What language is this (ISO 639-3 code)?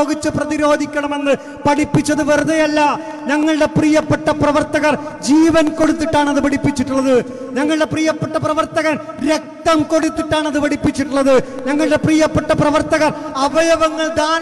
mal